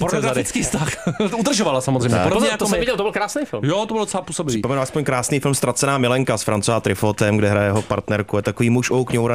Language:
Czech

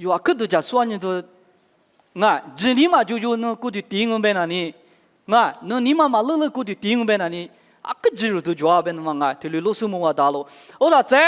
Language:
Lisu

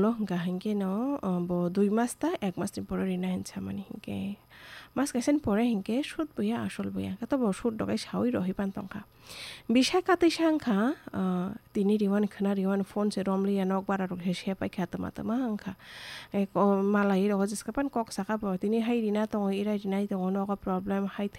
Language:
Kok Borok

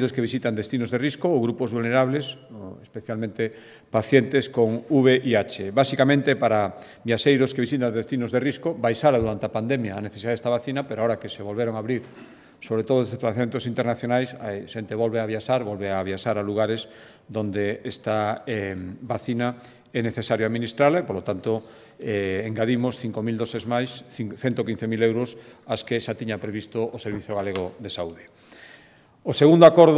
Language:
Galician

